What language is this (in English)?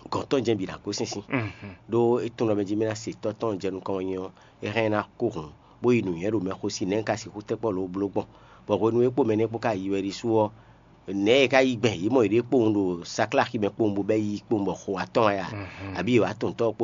Fon